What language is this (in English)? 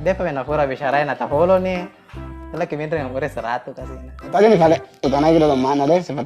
Buginese